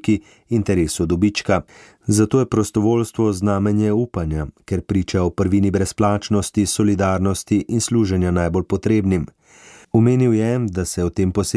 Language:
Slovenian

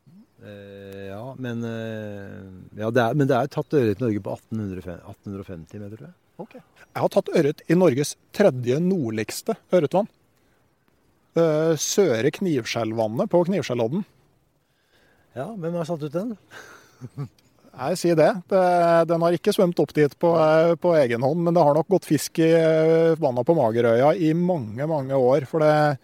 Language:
Norwegian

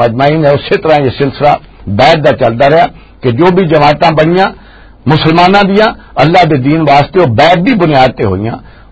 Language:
Western Panjabi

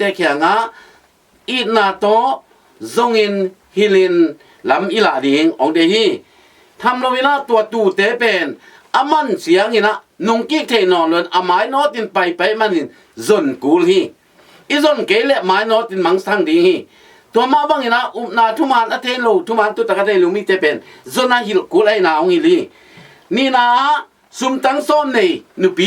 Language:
Tedim Chin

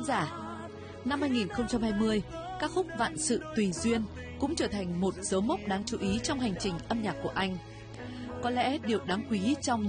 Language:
Vietnamese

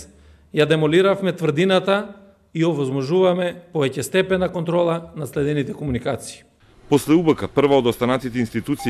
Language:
Macedonian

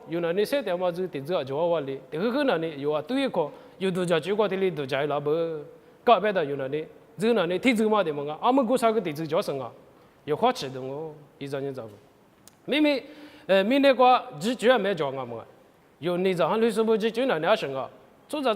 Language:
Lisu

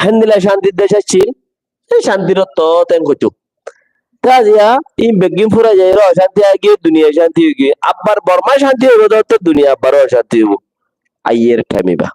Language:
Rohingya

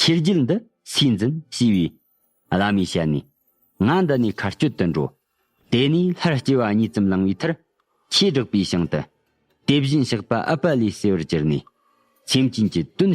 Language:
Tibetan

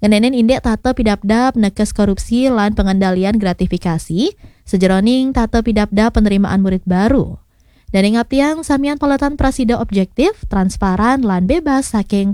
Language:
Balinese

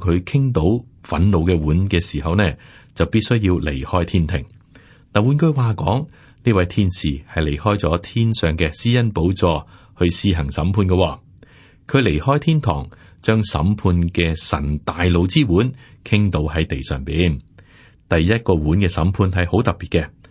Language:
Cantonese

